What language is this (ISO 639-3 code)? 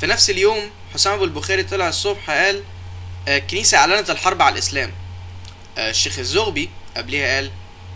arz